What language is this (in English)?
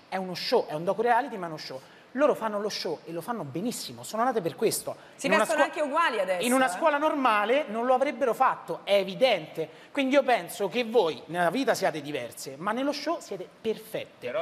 Italian